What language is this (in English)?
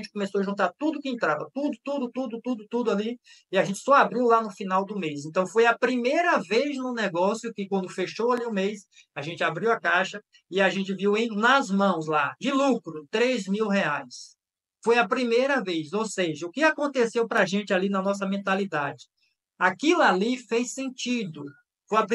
Portuguese